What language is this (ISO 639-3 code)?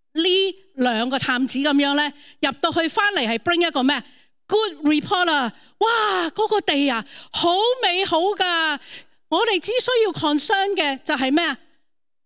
yue